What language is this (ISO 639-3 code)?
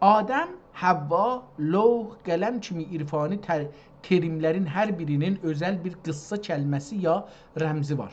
azb